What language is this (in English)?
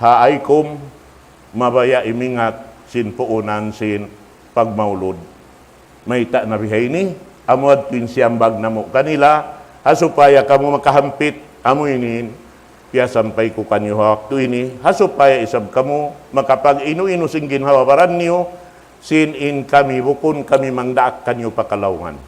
Tausug